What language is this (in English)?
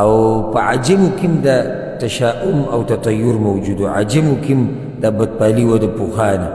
Pashto